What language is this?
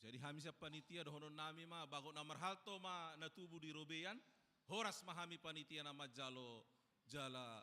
Batak Toba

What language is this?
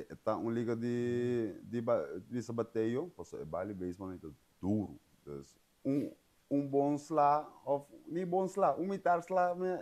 Papiamento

